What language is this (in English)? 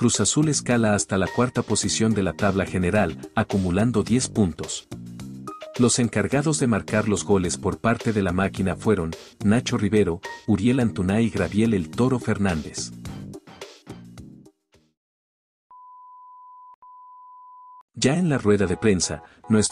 Spanish